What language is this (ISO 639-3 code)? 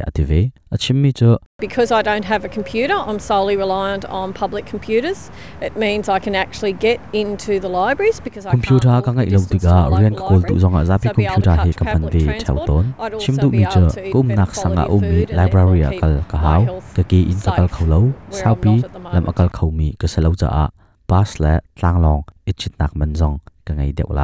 cnh